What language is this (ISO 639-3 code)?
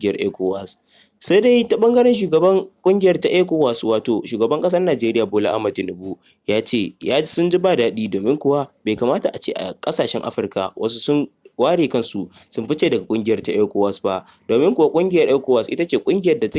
hau